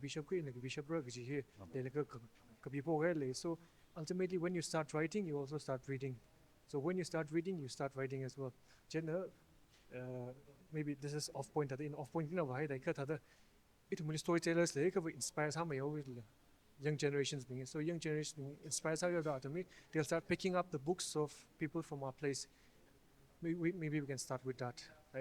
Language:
Tangkhul Naga (India)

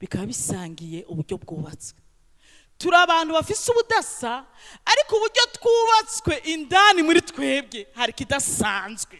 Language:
Rundi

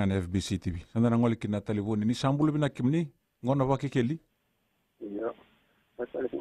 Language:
Fijian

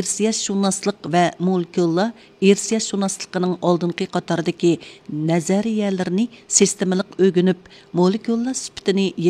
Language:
Uyghur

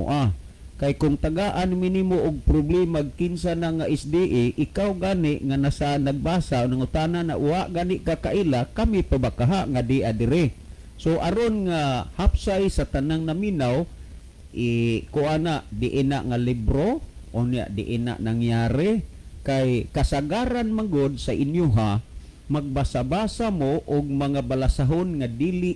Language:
Cebuano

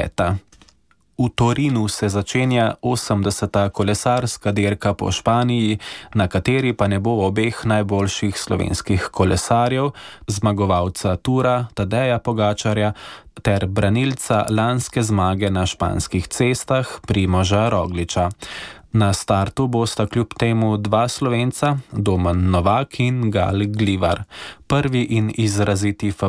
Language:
Slovenian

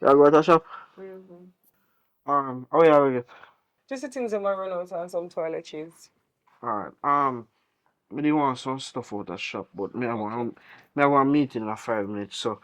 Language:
Jamaican Creole English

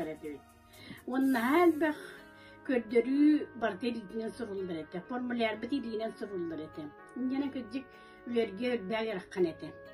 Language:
Yakut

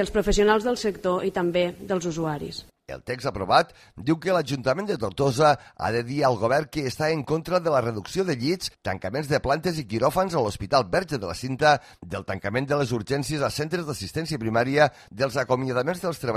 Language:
Catalan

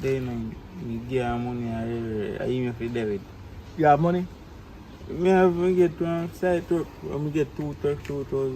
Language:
Jamaican Creole English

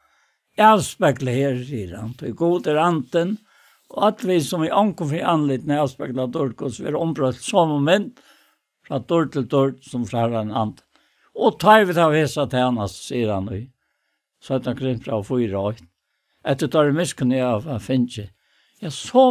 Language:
Faroese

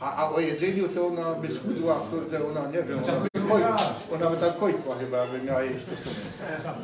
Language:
Silesian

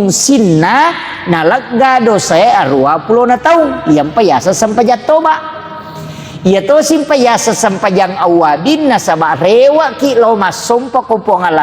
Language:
Buginese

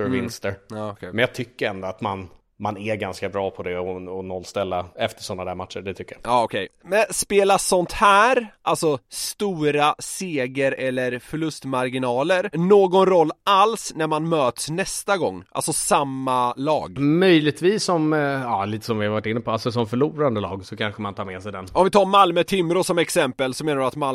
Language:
Swedish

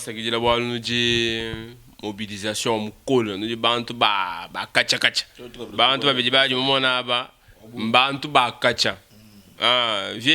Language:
Luba-Lulua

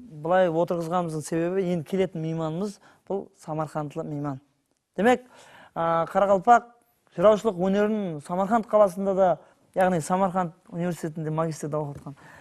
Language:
Kara-Kalpak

